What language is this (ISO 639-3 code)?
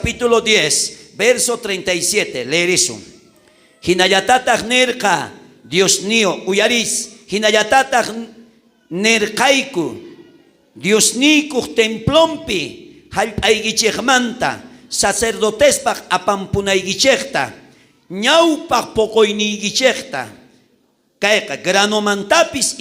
quh